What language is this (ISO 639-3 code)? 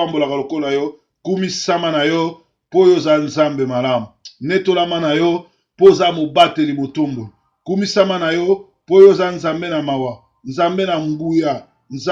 lin